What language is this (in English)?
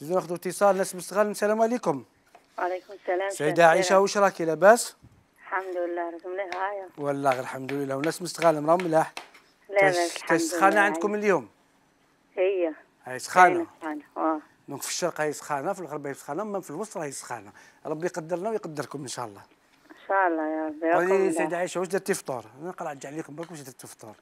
Algerian Arabic